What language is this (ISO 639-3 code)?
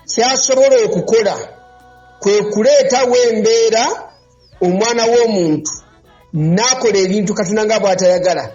lug